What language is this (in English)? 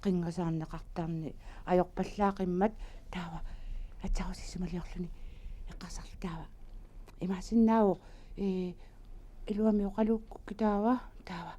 Kalaallisut